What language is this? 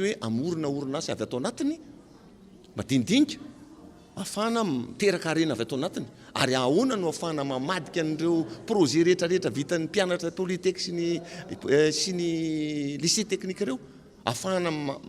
Malagasy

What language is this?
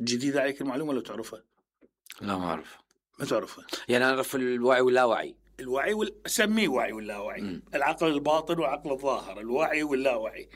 Mesopotamian Arabic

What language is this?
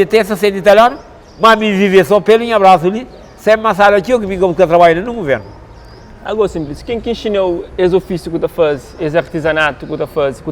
Kabuverdianu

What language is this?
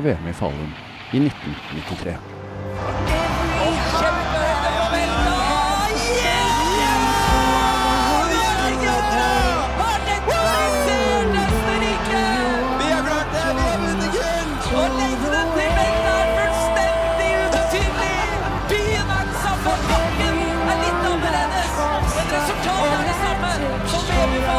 Norwegian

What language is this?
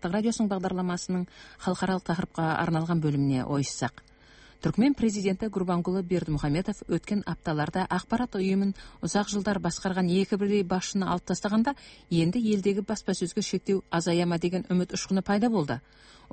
Kazakh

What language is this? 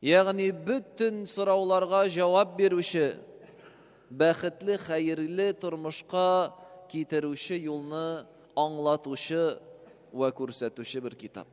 Tatar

